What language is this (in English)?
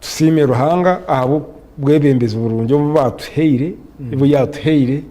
Nyankole